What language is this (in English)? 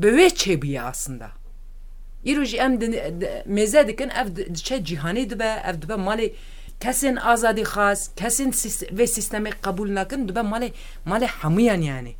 Kurdish